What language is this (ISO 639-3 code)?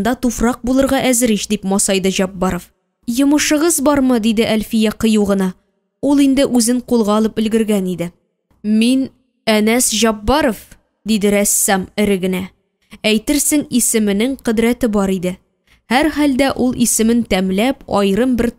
tat